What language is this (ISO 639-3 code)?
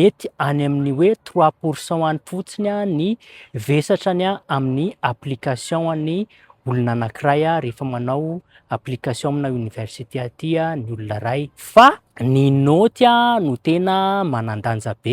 mlg